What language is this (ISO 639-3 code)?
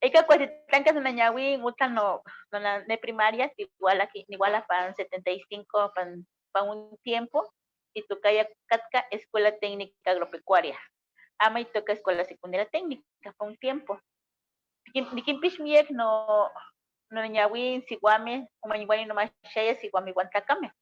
nhe